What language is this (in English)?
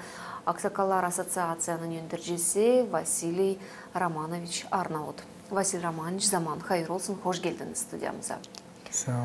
Gagauz